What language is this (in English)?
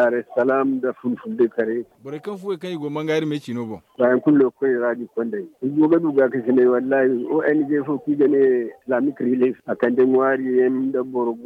Zarma